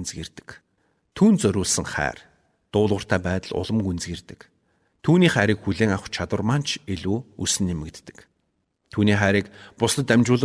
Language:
Mongolian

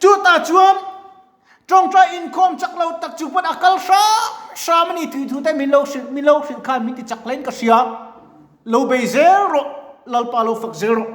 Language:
Mizo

